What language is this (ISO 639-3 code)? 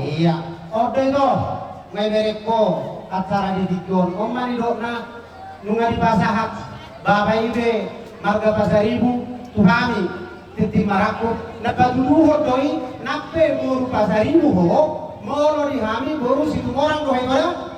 bbc